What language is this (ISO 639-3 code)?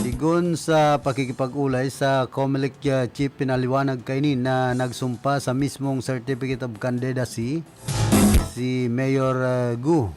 bik